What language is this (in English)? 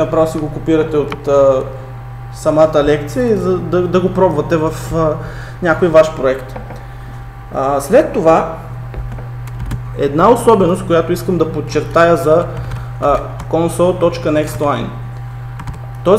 Bulgarian